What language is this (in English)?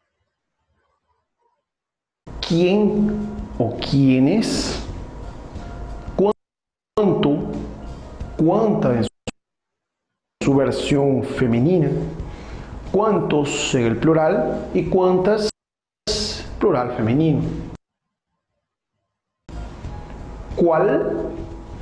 Spanish